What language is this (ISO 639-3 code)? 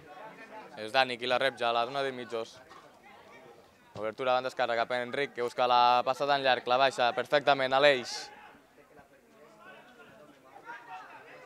cat